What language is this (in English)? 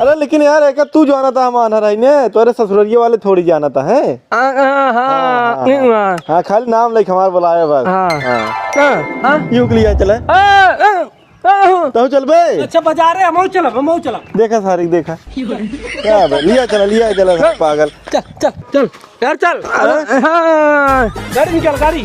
Awadhi